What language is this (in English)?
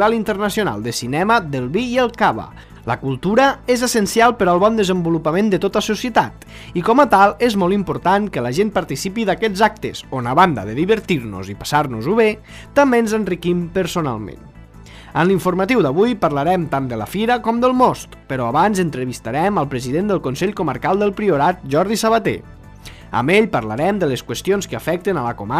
Catalan